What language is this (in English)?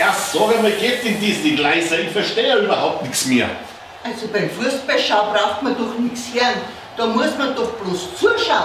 Bavarian